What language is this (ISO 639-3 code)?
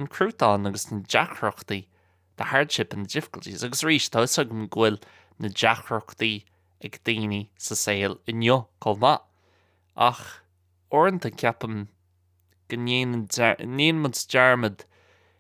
gle